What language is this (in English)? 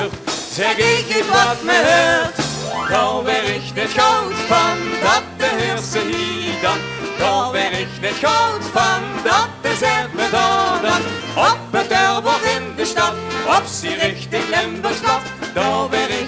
Limburgish